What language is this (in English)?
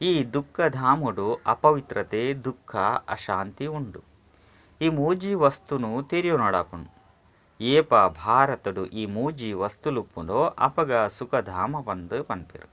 Tulu